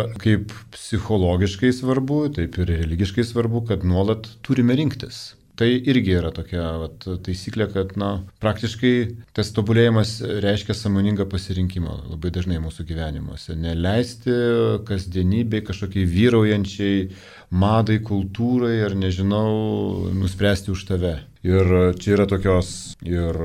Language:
Lithuanian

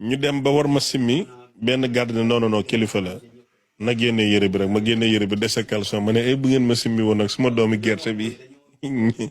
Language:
Wolof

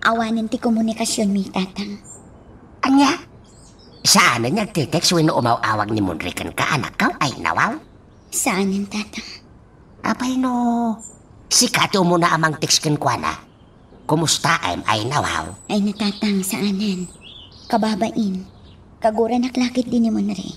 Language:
Iloko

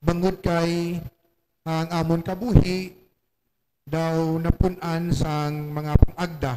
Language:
Hiligaynon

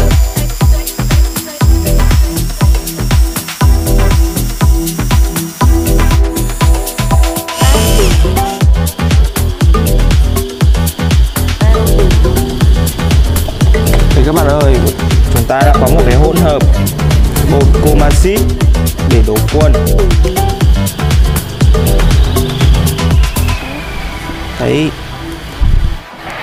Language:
Vietnamese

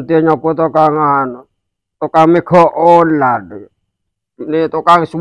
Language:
Madurese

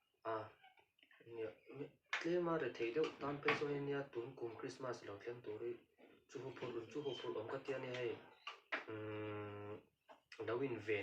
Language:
Mizo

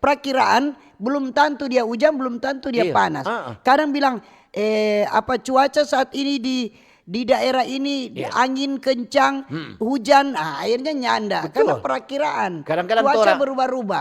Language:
Manado Malay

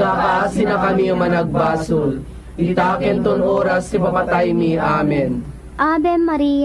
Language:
Iloko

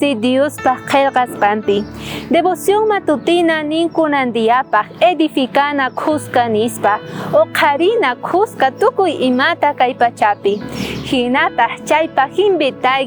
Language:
South Bolivian Quechua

